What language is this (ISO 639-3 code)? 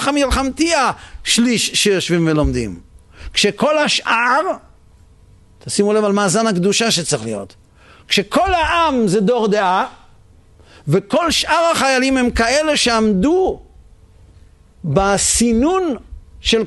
heb